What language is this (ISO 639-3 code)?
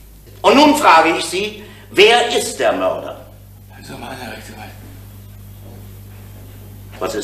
deu